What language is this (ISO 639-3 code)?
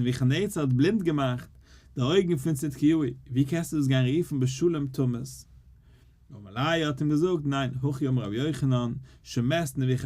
yid